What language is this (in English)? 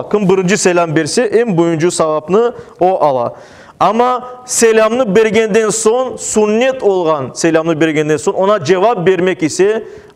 Crimean Tatar